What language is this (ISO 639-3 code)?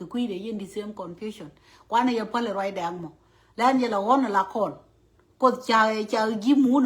nus